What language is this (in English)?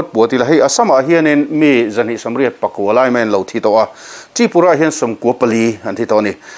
Mizo